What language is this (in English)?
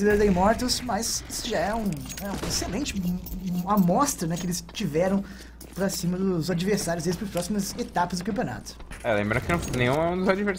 Portuguese